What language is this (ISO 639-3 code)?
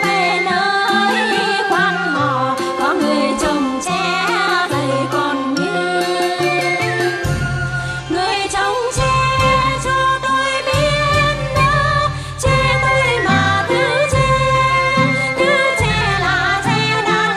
vie